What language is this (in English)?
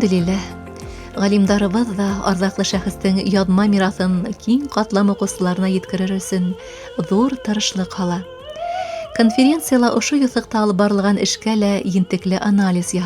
Bashkir